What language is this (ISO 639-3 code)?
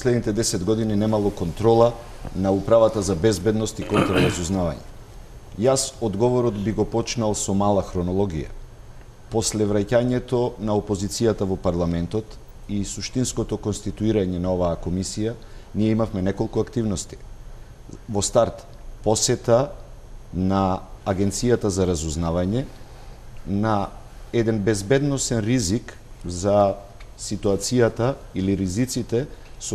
mkd